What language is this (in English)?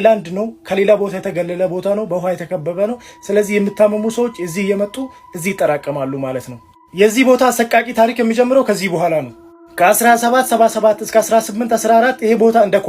Amharic